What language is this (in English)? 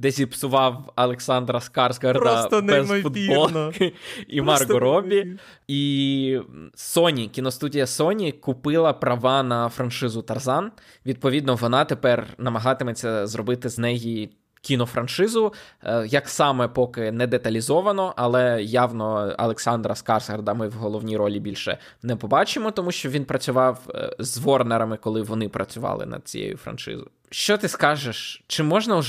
Ukrainian